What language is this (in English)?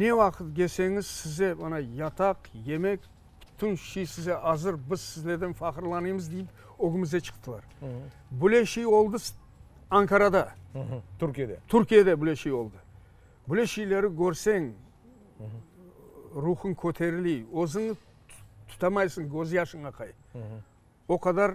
Crimean Tatar